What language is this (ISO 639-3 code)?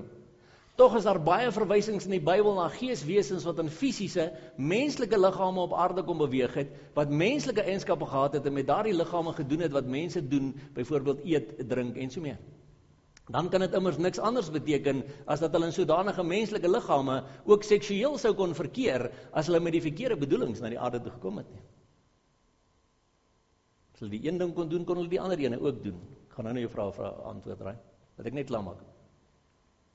afr